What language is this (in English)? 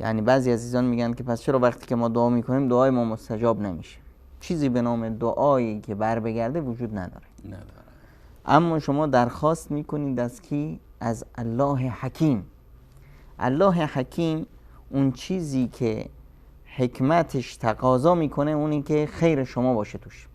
Persian